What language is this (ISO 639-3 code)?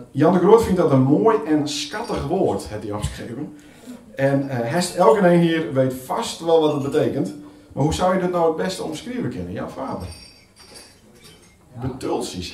nld